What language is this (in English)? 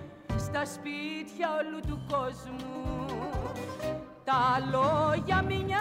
Greek